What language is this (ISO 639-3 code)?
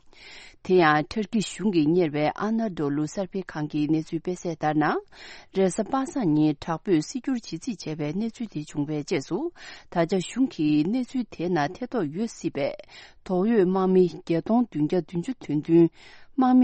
bod